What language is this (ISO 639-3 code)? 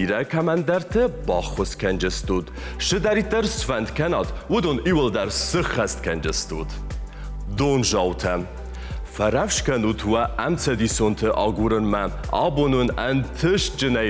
oss